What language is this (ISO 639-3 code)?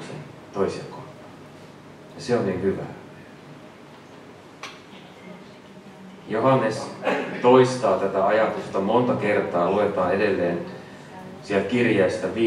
fin